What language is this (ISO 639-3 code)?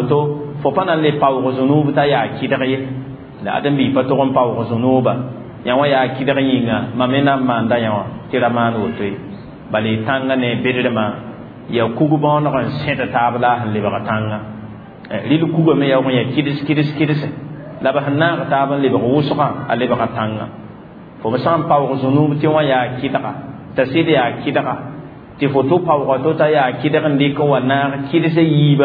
mos